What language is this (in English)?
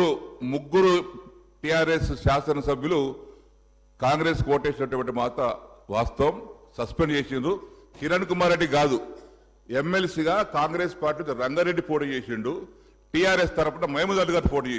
Telugu